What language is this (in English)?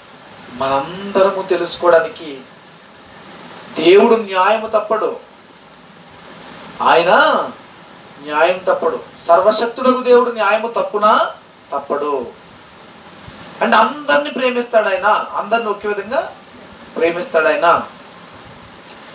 Telugu